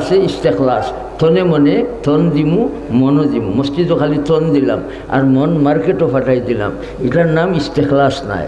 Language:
Sylheti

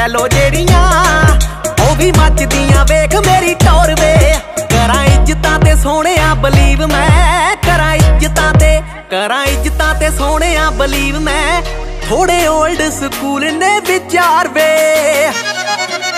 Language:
Punjabi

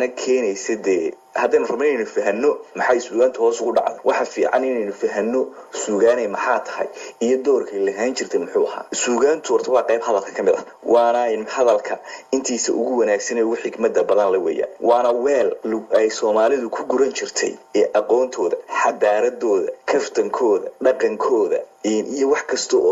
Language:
Somali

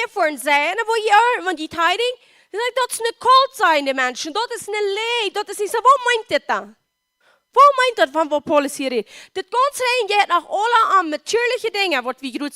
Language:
Plautdietsch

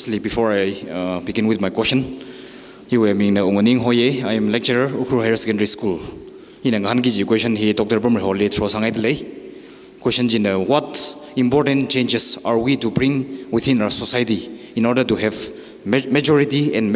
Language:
Tangkhul Naga (India)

